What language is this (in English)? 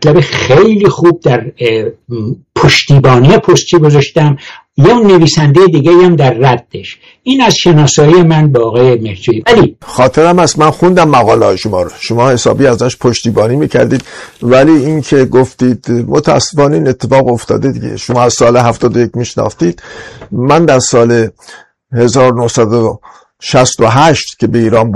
Persian